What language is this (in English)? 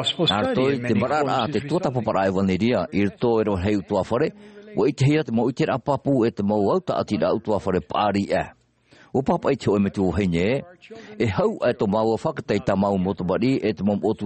Tahitian